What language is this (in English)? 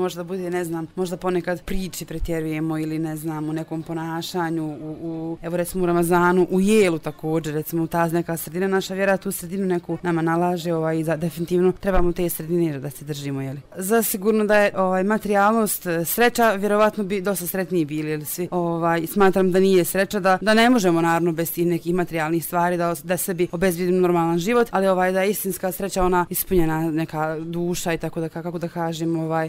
Bosnian